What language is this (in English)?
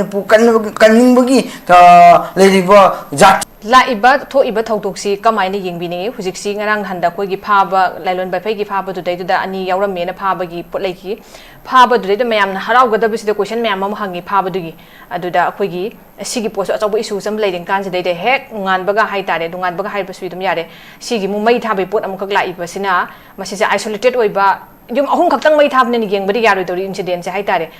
Manipuri